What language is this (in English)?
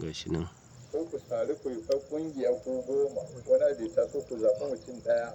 Hausa